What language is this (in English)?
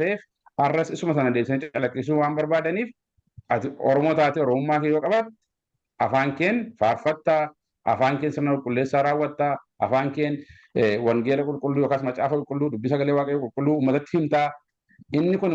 Oromo